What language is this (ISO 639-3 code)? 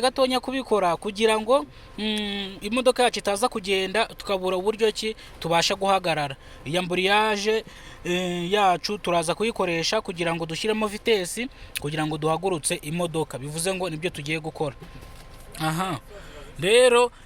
kin